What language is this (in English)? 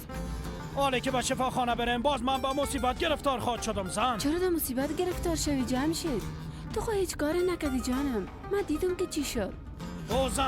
Persian